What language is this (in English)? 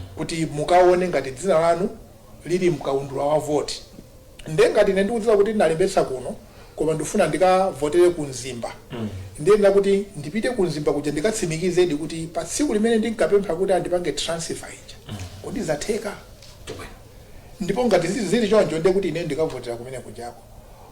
Nyanja